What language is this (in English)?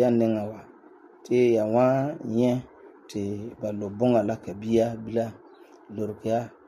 Frafra